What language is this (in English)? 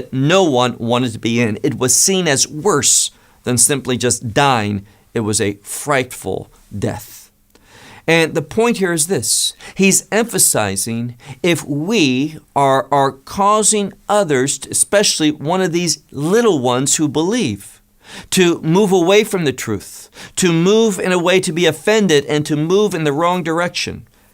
English